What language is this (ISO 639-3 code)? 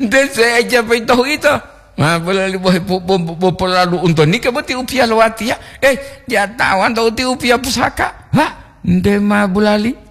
gor